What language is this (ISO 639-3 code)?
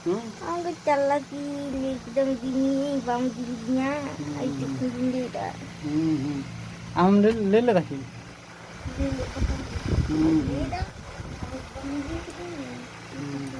sat